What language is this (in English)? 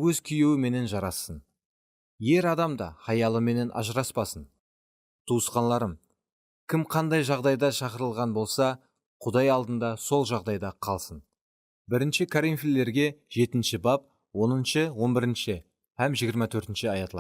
Kara-Kalpak